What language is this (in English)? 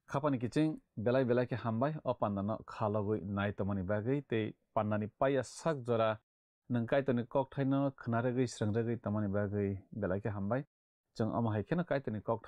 Kok Borok